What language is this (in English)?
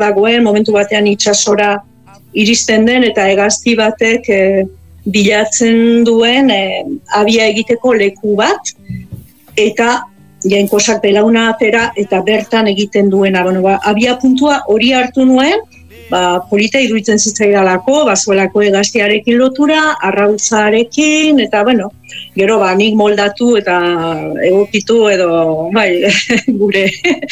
Basque